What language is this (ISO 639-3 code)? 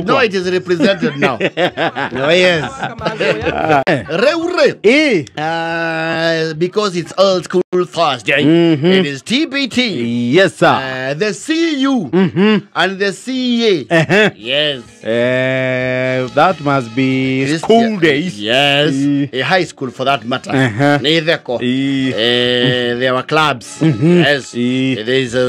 kik